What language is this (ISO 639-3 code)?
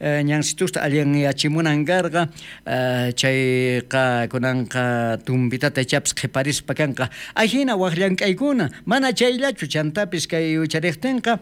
quh